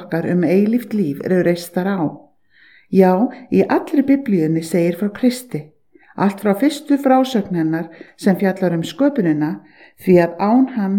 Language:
Icelandic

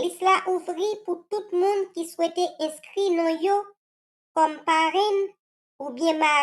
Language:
Haitian Creole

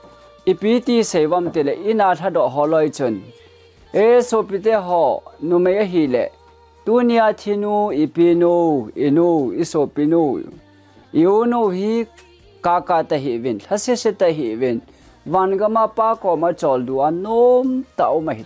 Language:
Thado Chin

